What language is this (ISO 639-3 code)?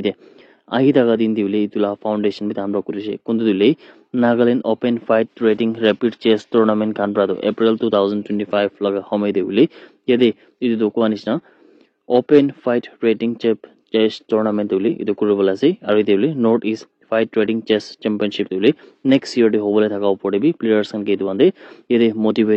nag